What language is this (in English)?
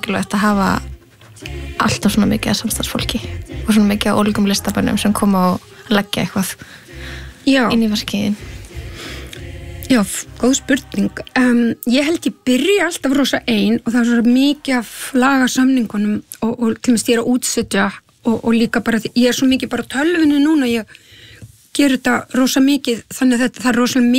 Icelandic